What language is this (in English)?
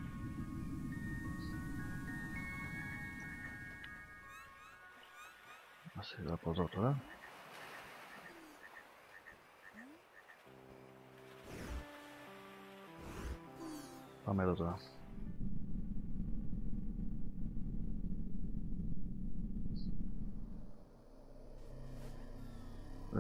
Greek